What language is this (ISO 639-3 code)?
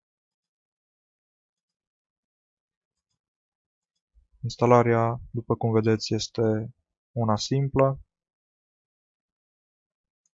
ron